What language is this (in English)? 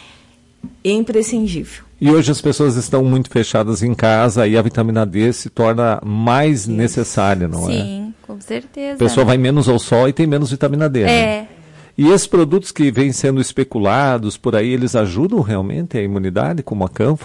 Portuguese